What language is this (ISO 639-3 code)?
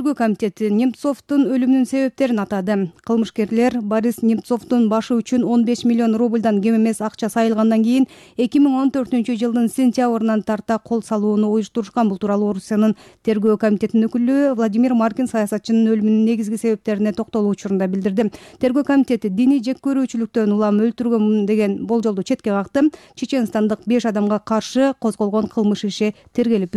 kir